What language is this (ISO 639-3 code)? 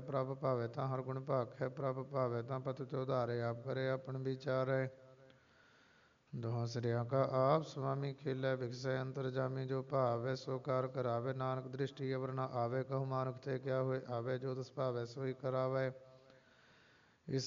pan